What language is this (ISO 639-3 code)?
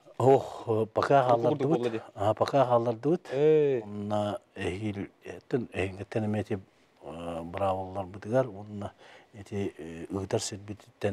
sah